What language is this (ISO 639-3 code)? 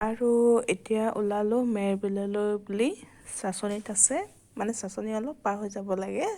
asm